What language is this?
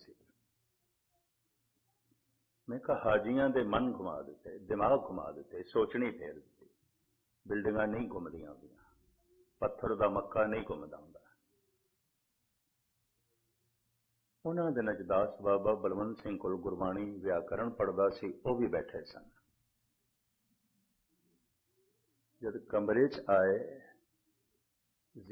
Punjabi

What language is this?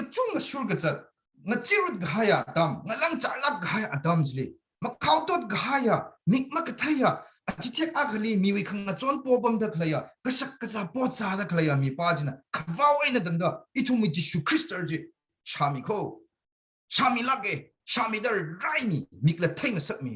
Tangkhul Naga (India)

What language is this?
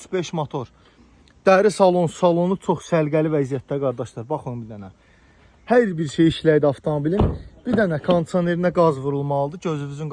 Azerbaijani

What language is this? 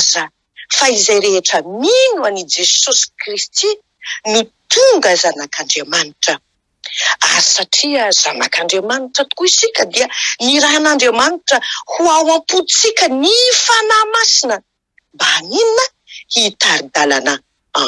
Malagasy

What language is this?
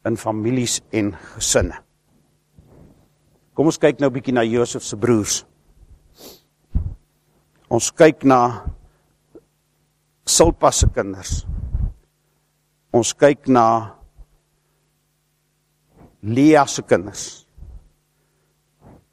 Afrikaans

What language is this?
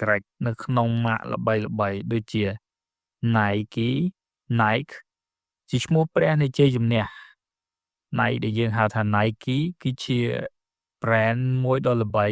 Khmer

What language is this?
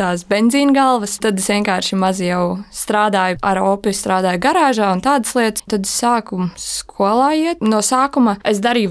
Latvian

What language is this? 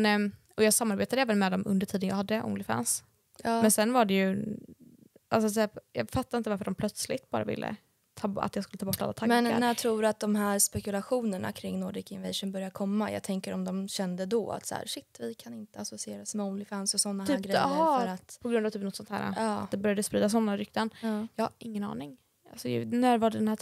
Swedish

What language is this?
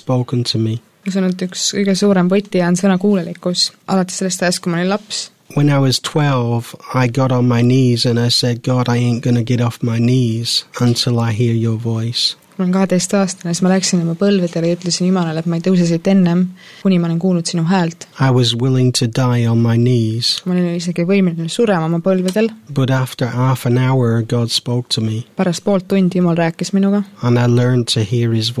Estonian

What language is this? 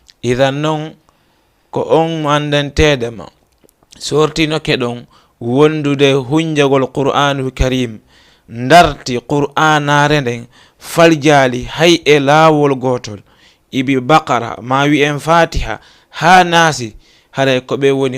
Fula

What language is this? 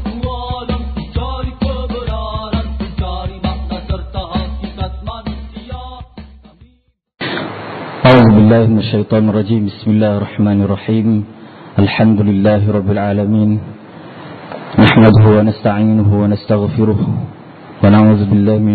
Malay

